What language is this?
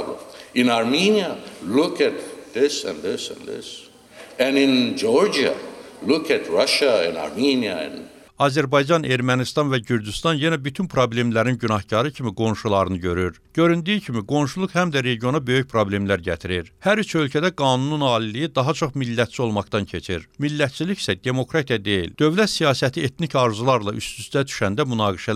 Azerbaijani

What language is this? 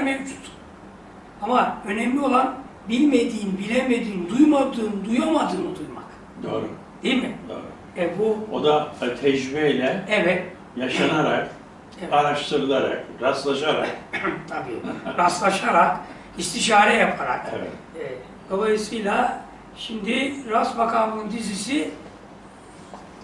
Turkish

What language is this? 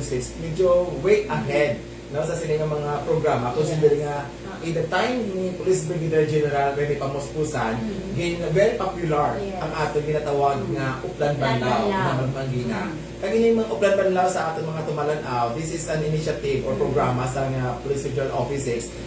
Hiligaynon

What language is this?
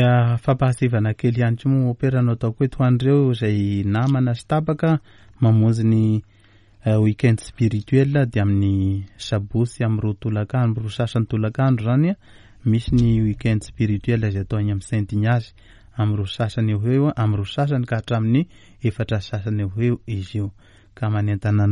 Malagasy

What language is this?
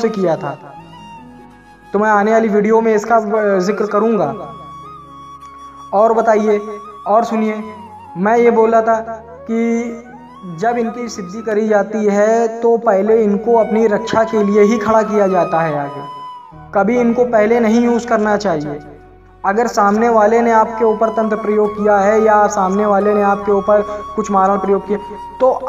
Hindi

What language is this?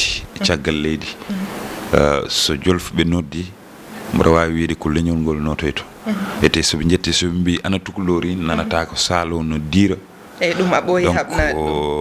Fula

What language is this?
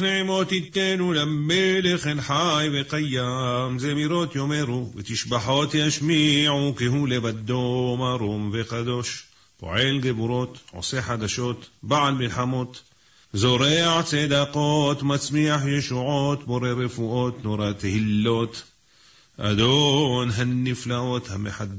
Hebrew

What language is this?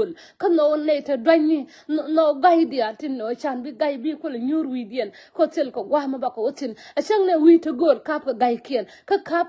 Nuer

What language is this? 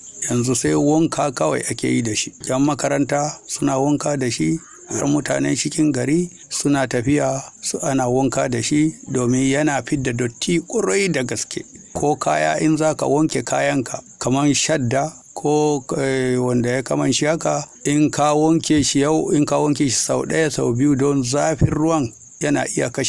Hausa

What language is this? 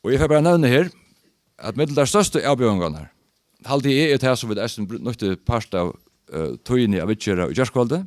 Faroese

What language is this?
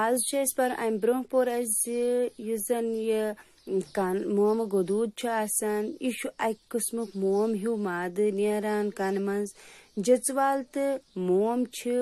Kashmiri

